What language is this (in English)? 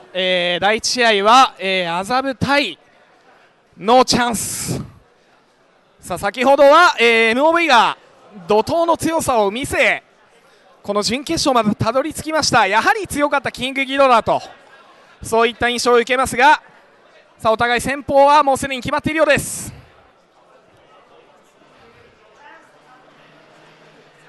Japanese